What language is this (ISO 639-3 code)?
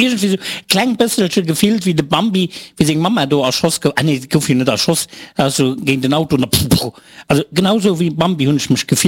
ltz